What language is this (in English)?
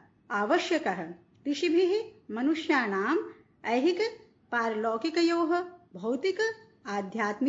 Sanskrit